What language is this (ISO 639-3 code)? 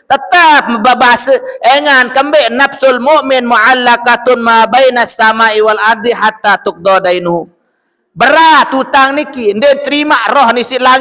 sas